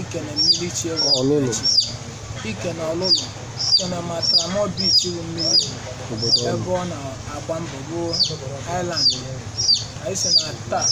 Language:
Igbo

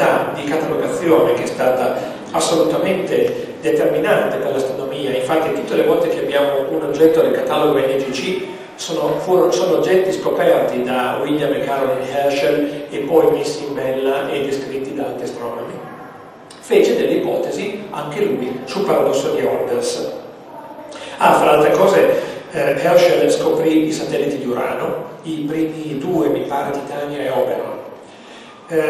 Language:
Italian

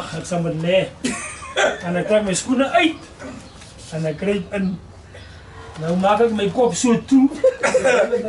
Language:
Afrikaans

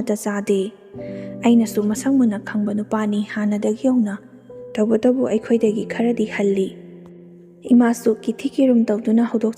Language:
Manipuri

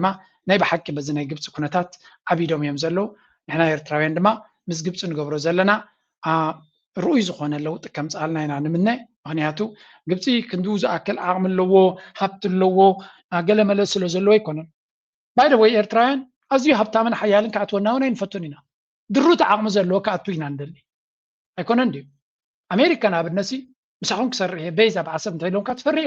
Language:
Tigrinya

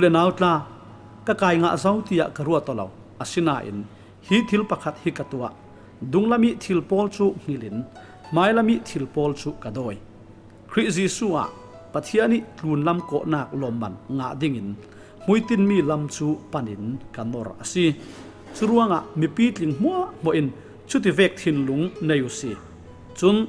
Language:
Falam Chin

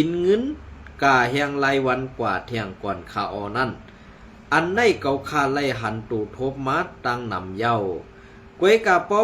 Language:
Shan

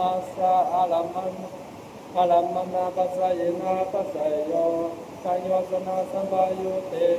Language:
Pali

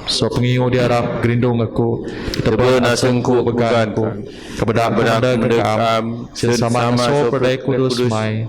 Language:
Biatah Bidayuh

